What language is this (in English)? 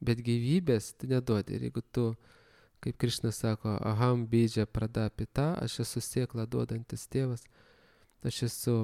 Lithuanian